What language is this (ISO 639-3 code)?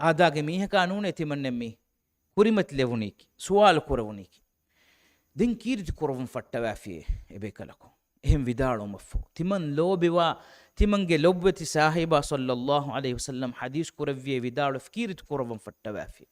div